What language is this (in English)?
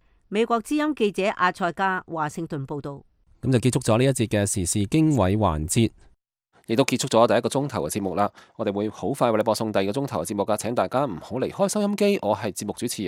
Cantonese